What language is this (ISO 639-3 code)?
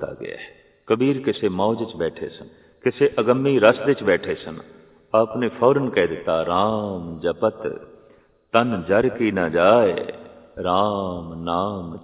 pan